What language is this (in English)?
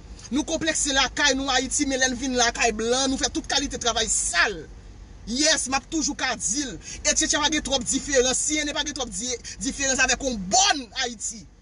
Haitian Creole